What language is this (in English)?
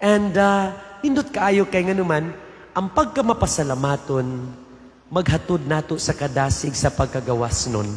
Cebuano